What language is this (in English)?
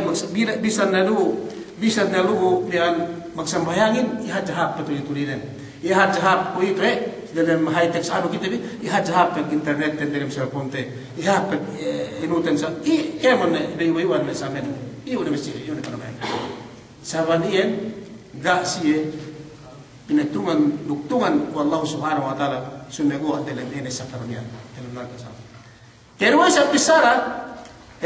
Yakan